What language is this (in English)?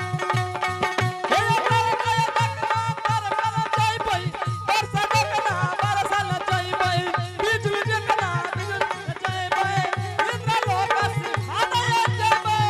Angika